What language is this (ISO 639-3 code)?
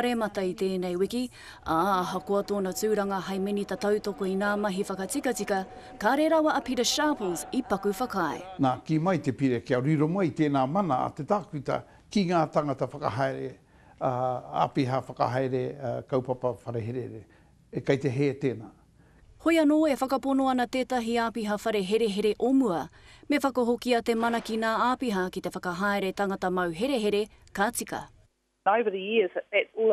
mri